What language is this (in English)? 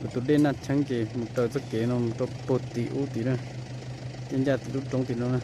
Hmong